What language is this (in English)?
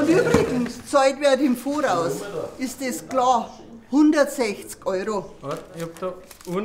Bavarian